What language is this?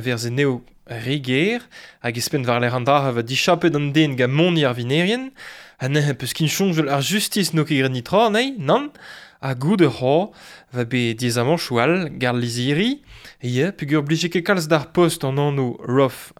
Breton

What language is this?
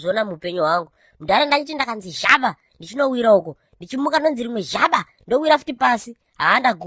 Shona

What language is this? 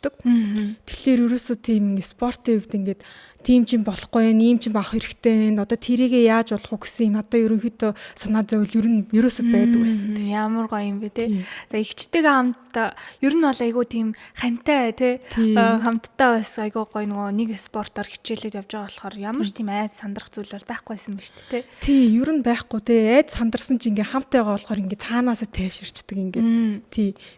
Mongolian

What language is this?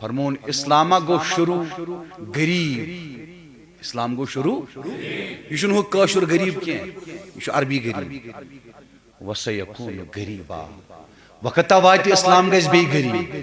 Kashmiri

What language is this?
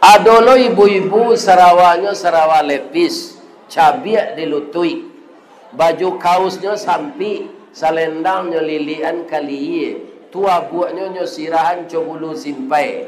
Minangkabau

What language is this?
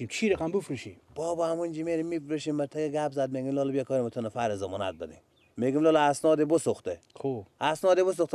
Persian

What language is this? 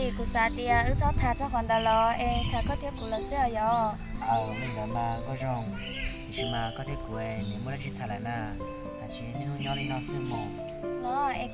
Hmong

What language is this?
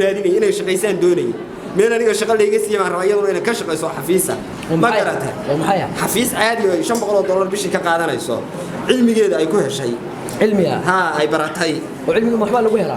Somali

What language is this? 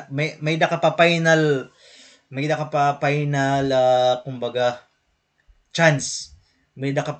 Waray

